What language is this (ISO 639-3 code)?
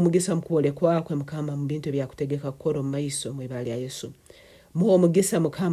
nyn